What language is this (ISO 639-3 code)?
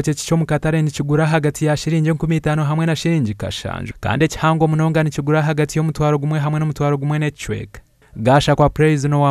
nyn